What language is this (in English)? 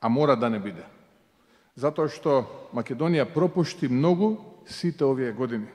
Macedonian